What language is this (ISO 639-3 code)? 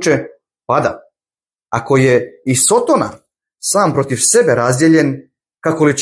bos